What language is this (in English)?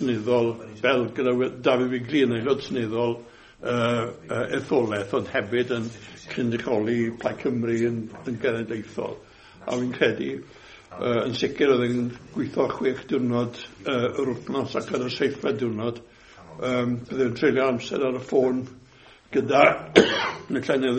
Welsh